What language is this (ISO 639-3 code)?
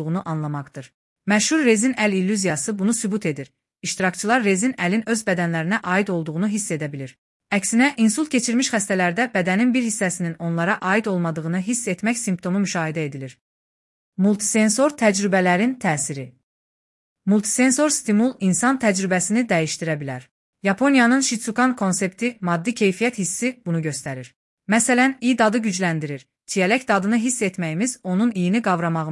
aze